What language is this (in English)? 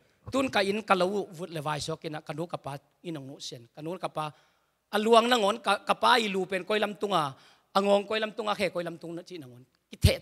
Tedim Chin